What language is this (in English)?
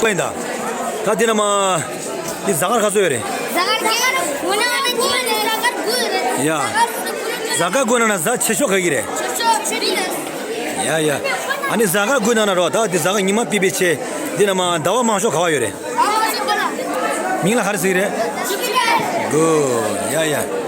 Tibetan